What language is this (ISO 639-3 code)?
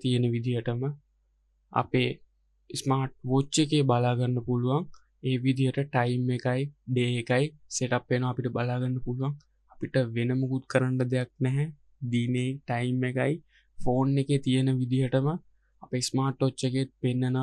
sin